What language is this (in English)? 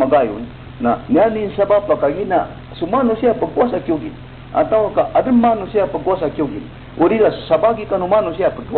Maranao